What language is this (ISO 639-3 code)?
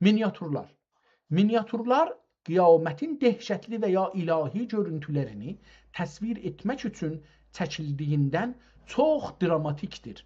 azb